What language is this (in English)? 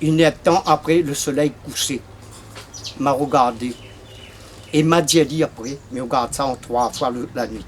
Réunion Creole French